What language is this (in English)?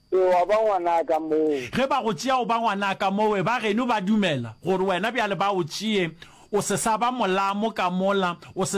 Northern Sotho